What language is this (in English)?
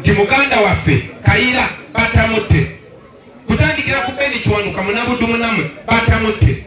Ganda